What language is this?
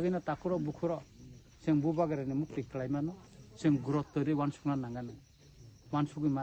Kok Borok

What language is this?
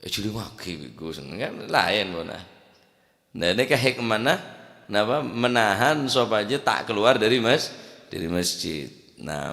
Madurese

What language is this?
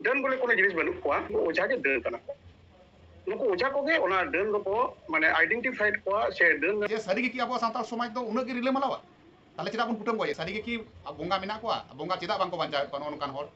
Santali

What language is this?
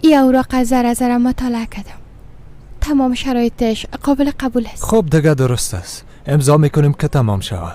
Persian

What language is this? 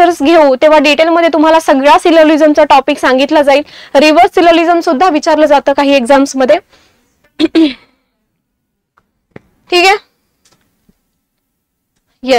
Marathi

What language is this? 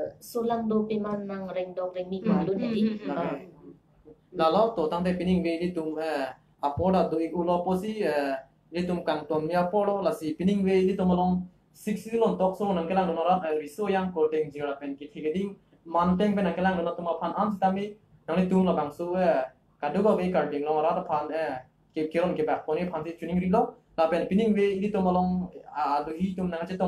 Karbi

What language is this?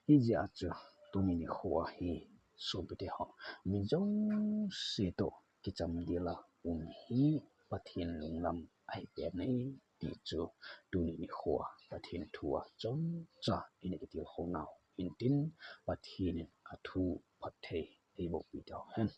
Thado Chin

